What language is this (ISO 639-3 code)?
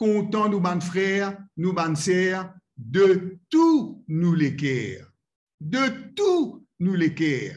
mfe